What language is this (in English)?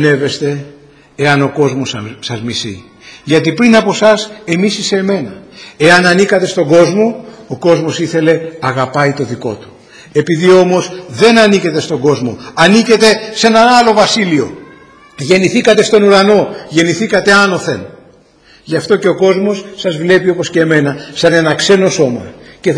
Greek